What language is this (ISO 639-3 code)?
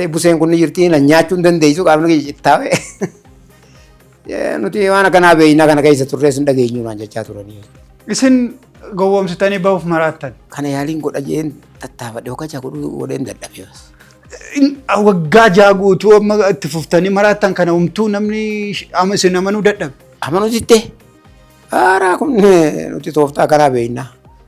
orm